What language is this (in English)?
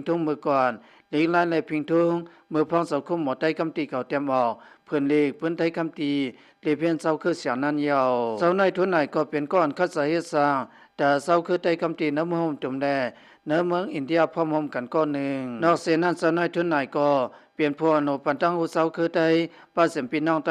Shan